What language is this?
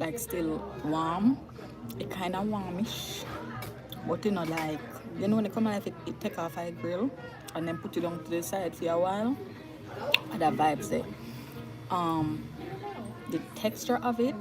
Jamaican Creole English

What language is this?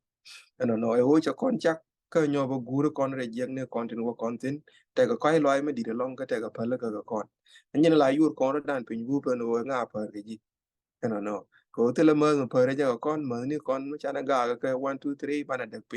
Nuer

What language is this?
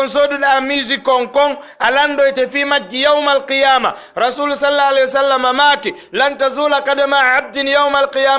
Fula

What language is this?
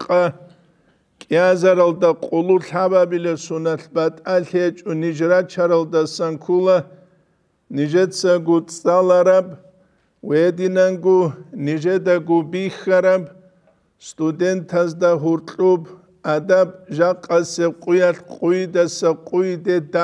Avaric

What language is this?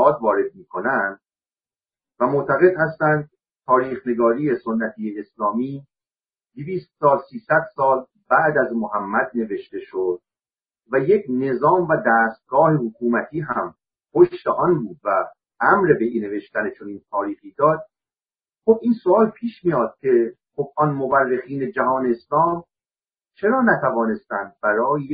Persian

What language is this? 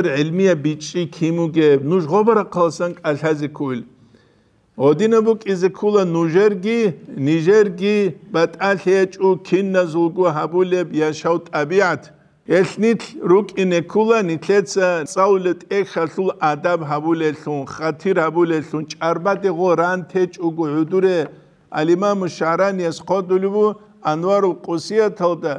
Avaric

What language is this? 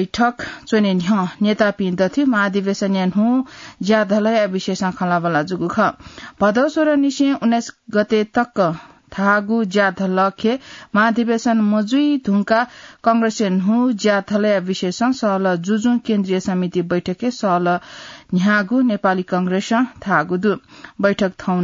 Newari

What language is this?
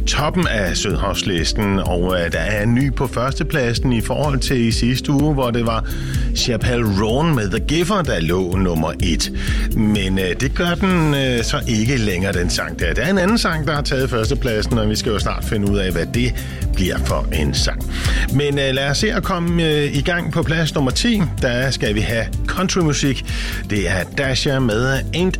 Danish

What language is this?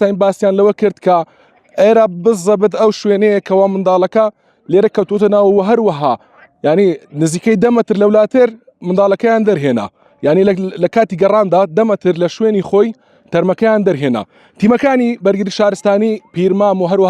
Central Kurdish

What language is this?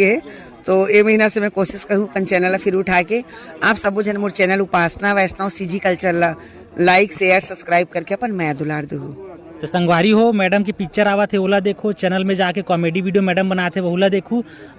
Chhattisgarhi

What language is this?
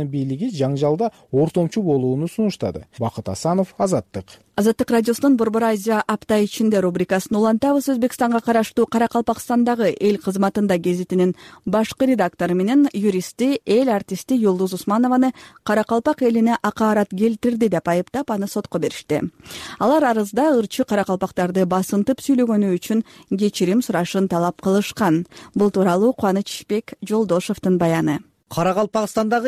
Kyrgyz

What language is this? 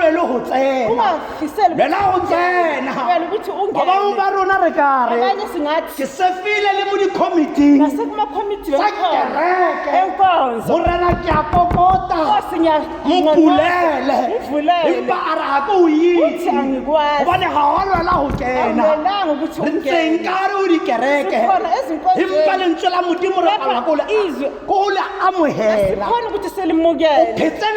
Tswana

